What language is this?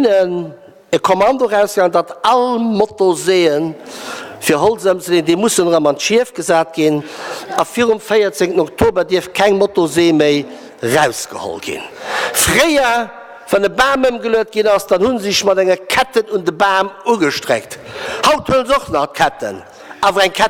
Luxembourgish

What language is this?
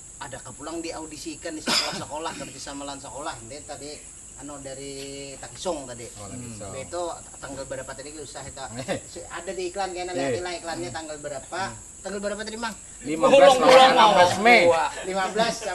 Banjar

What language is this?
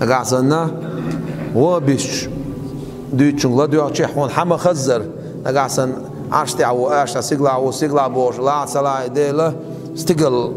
Chechen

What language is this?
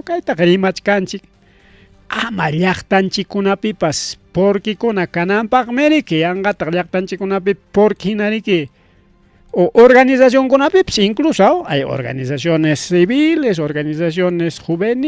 Ayacucho Quechua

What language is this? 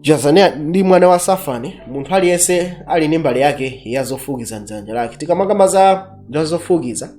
Nyanja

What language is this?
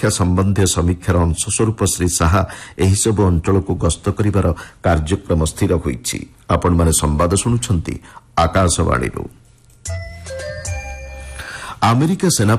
Odia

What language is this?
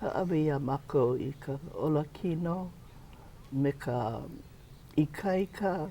Hawaiian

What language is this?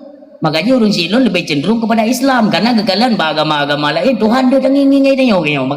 Achinese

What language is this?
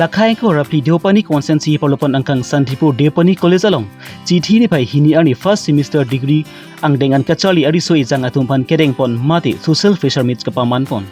Karbi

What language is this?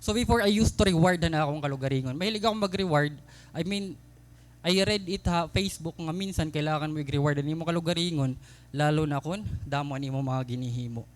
Waray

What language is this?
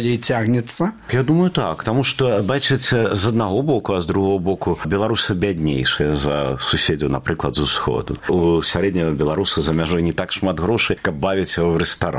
Belarusian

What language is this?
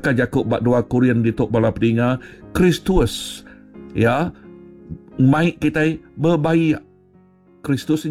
Iban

